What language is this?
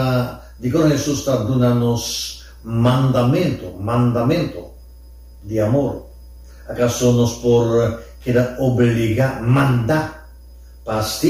Papiamento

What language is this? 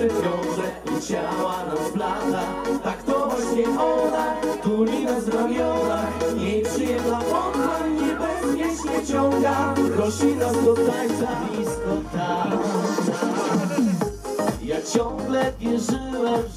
Polish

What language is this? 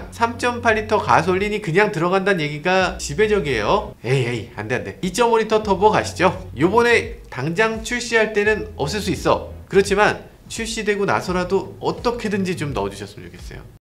Korean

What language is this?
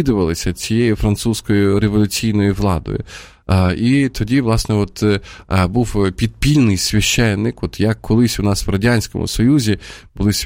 Ukrainian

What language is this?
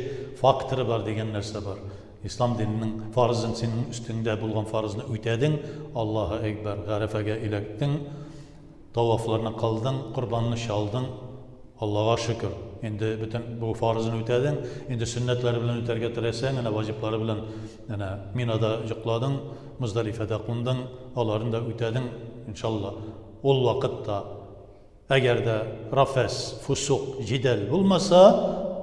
Tatar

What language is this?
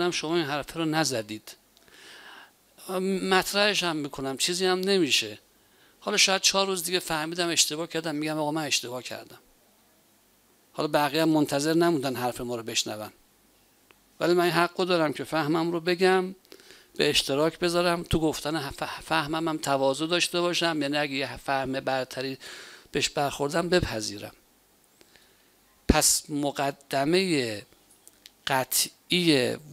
Persian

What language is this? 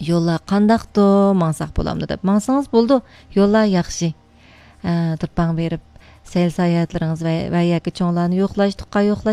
Uyghur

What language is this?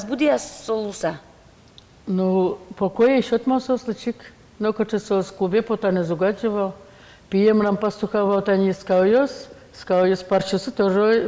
Udmurt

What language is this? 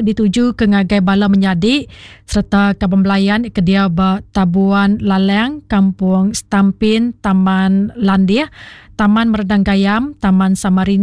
Iban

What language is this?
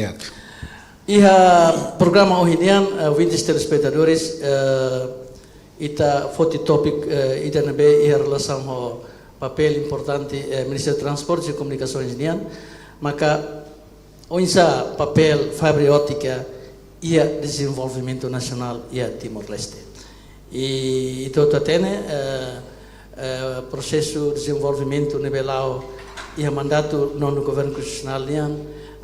Tetum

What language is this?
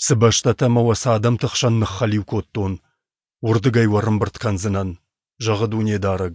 Ossetic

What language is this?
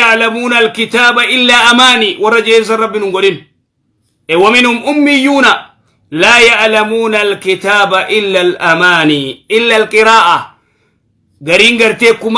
Oromo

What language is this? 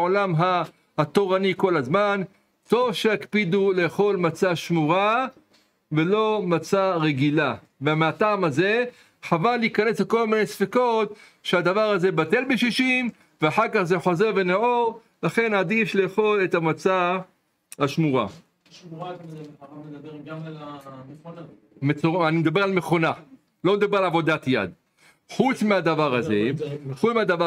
Hebrew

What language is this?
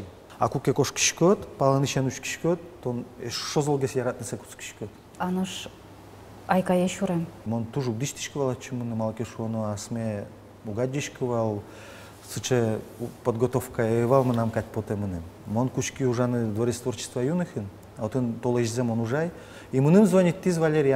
Udmurt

